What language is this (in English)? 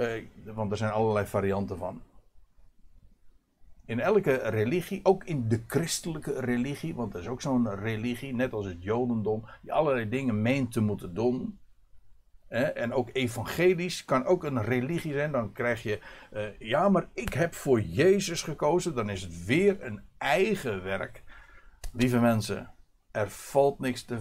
Dutch